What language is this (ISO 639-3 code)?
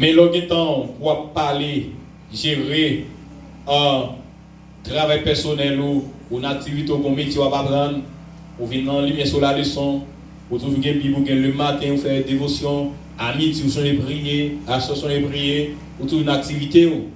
hat